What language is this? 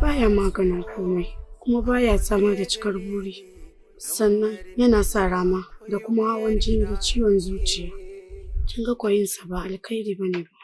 Hausa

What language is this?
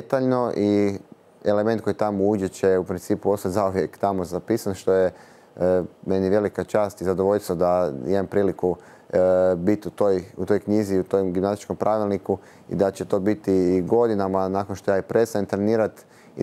Croatian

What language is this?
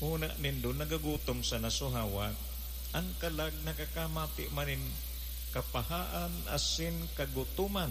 Bikol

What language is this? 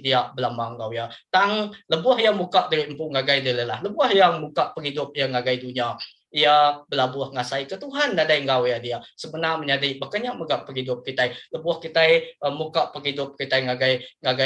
Iban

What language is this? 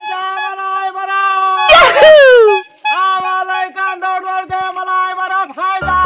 Magahi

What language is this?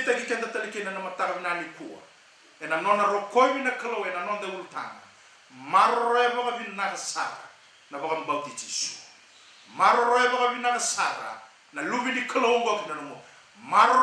Fijian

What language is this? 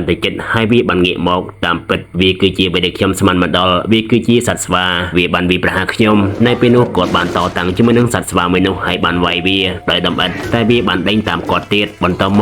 Khmer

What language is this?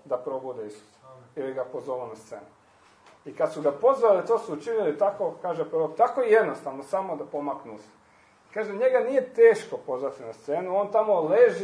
Croatian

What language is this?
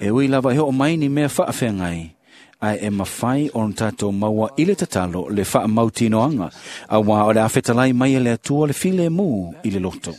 Samoan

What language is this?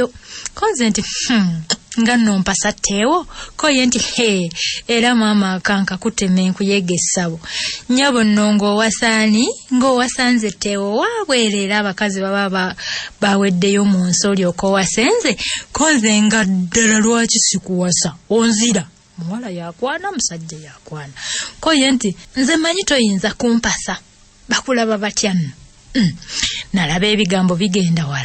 Ganda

